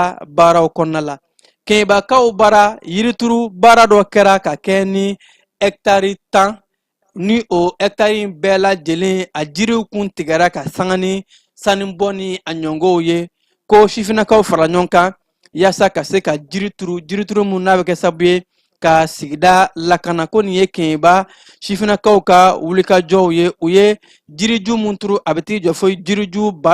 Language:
Bambara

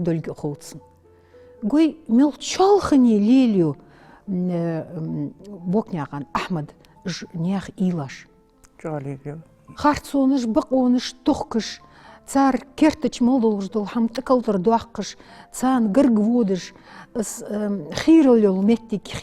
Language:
Ingush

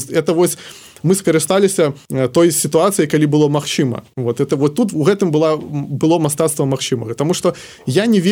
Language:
Belarusian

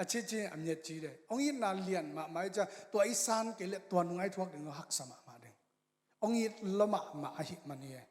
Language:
Tedim Chin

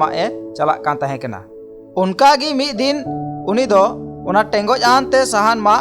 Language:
Santali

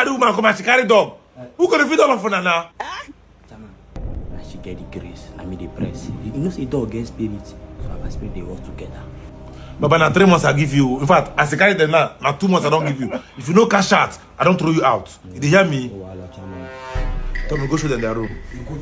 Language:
Nigerian Pidgin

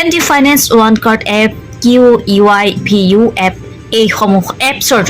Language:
Assamese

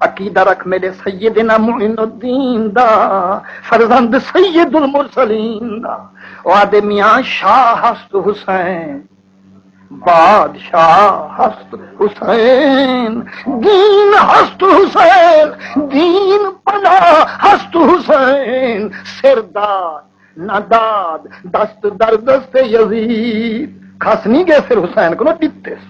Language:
Saraiki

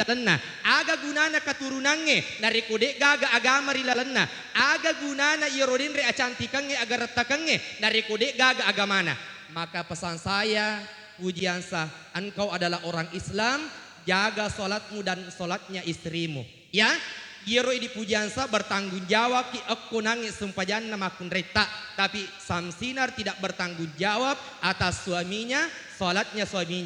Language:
Buginese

